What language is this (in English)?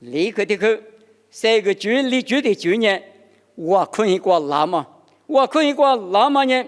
Lisu